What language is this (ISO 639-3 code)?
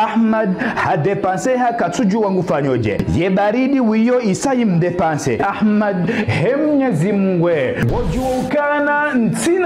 zdj